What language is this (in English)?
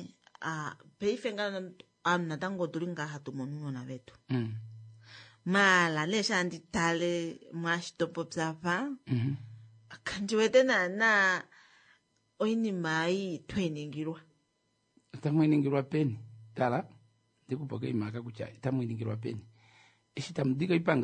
Kuanyama